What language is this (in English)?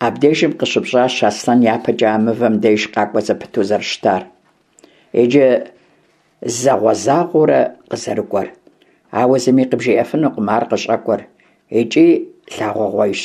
Kabardian